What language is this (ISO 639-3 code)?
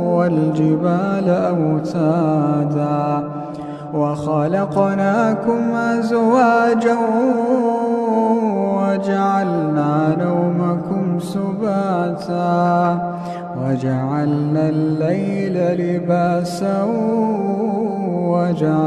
ara